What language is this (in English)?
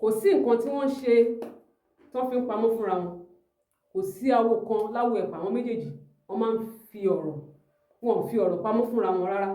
Yoruba